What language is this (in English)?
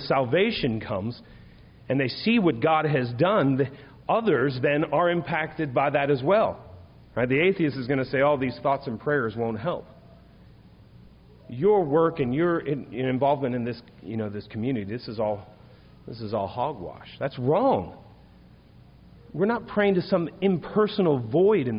English